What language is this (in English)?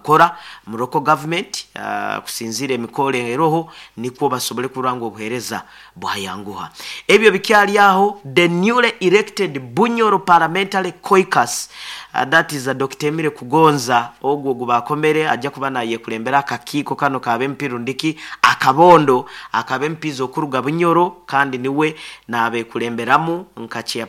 Nyoro